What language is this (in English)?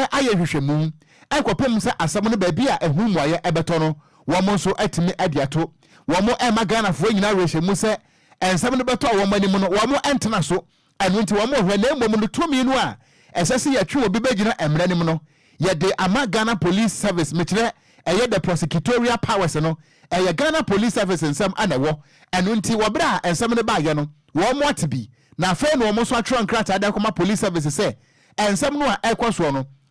Akan